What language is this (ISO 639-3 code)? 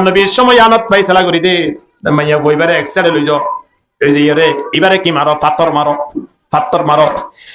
rhg